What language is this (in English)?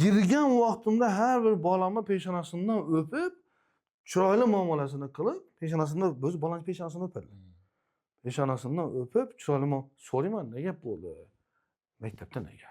Uzbek